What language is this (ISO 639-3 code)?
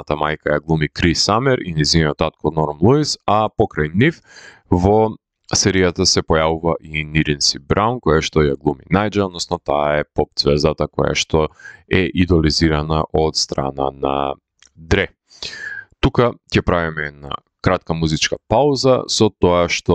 mkd